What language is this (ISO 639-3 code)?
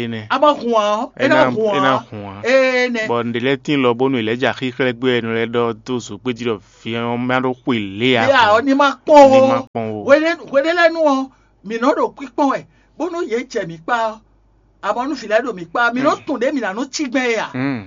fon